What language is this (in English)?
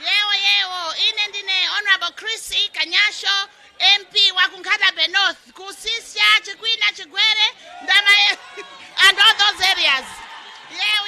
Nyanja